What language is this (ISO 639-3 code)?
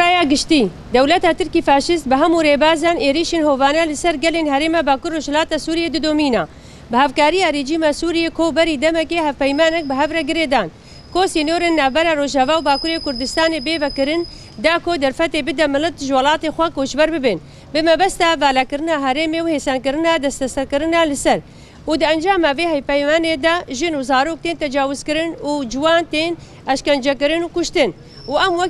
kur